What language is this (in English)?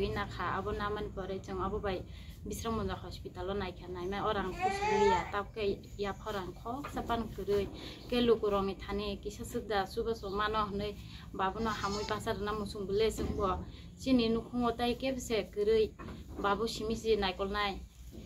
Kok Borok